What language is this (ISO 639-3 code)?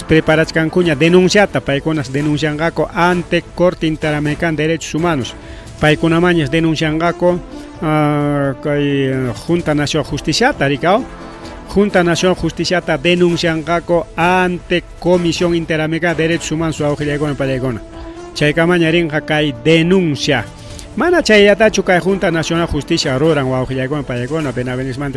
quy